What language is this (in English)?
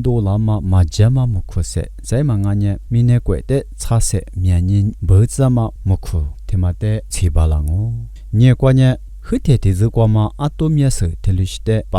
Lisu